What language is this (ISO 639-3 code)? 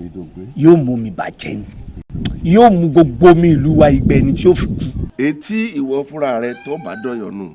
yor